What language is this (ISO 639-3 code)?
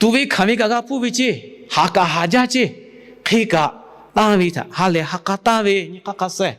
lhu